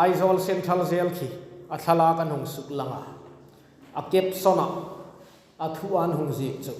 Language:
Hmar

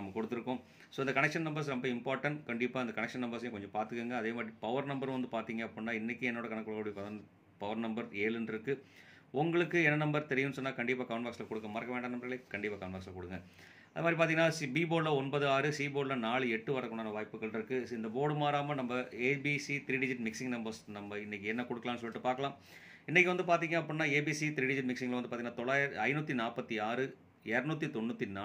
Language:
Tamil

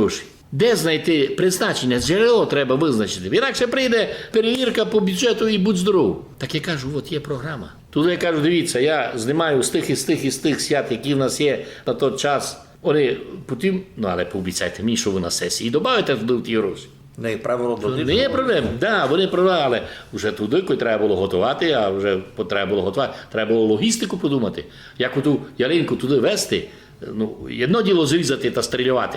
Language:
Rusyn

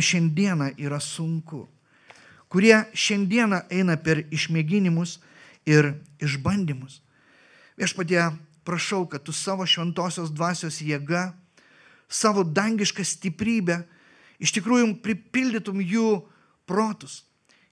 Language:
Lithuanian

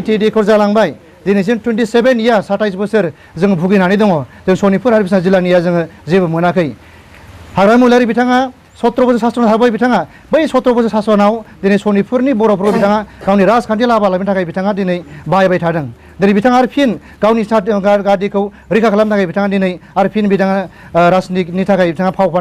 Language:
Bodo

